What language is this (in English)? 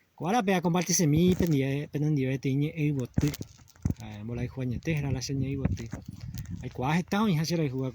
Guarani